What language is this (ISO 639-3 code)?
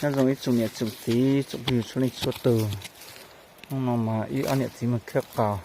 hmn